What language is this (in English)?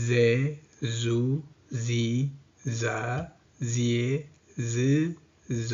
Tigrinya